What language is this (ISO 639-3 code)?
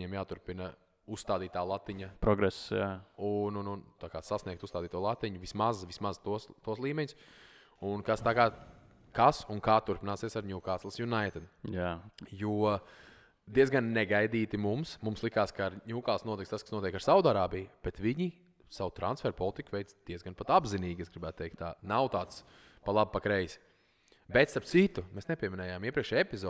lav